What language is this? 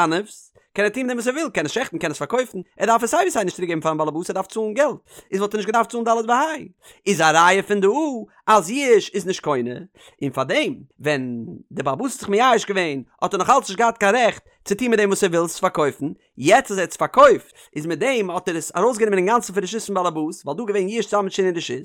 Yiddish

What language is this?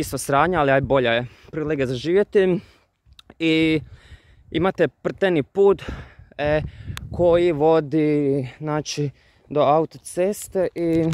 Croatian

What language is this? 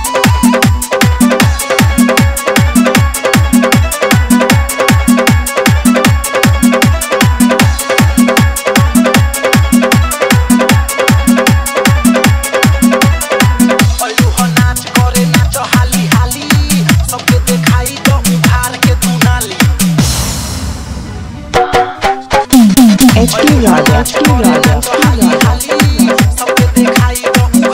Bhojpuri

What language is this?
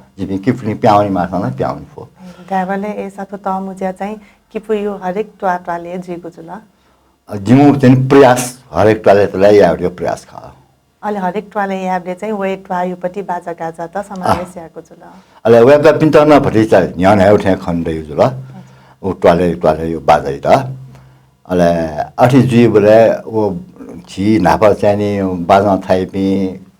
Newari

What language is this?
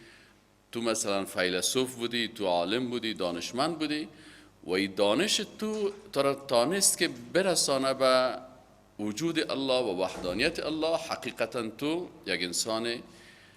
Persian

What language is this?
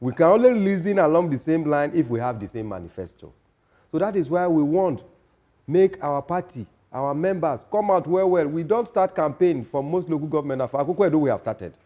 Nigerian Pidgin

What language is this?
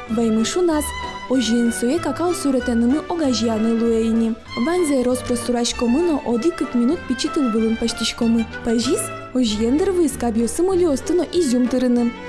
Udmurt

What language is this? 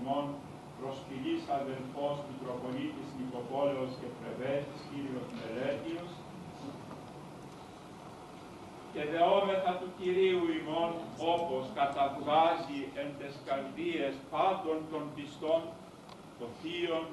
Greek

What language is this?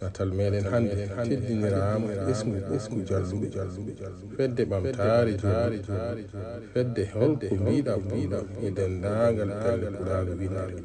Fula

